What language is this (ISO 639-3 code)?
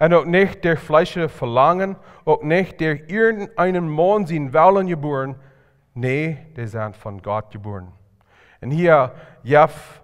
pdt